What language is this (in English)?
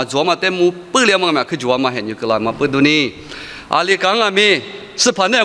Lisu